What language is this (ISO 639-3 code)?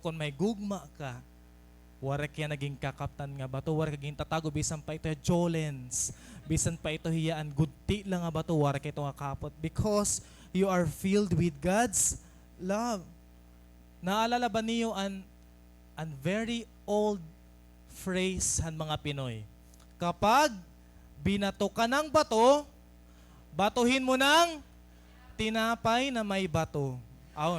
war